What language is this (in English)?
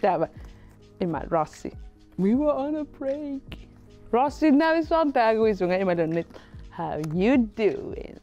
Kalaallisut